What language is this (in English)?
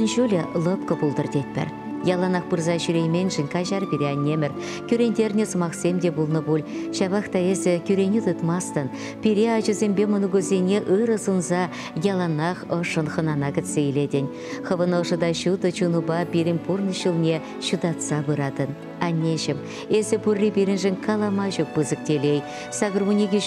Chuvash